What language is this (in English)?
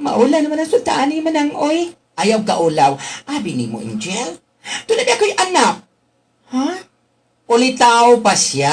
Cebuano